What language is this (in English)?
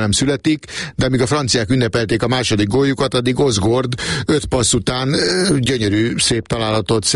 Hungarian